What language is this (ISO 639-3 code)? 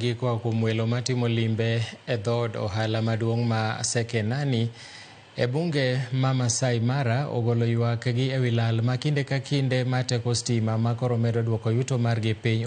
luo